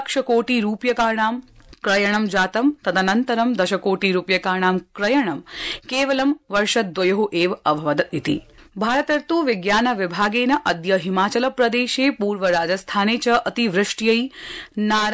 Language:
Sanskrit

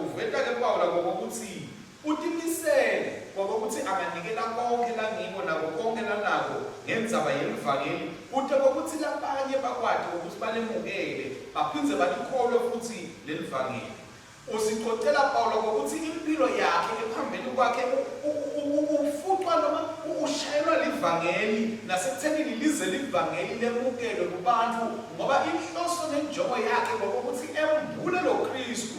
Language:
Swati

